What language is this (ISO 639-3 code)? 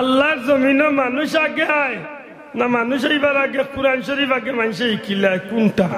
syl